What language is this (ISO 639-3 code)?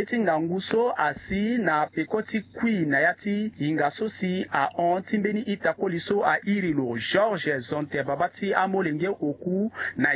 sag